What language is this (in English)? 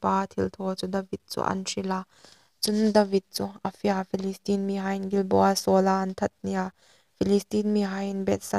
Hmar